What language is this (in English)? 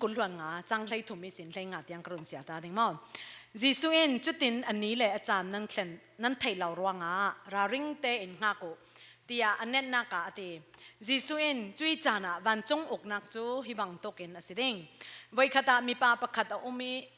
Falam Chin